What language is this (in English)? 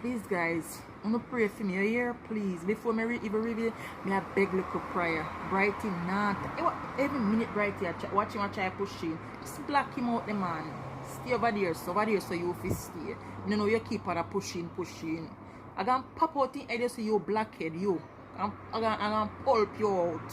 Jamaican Creole English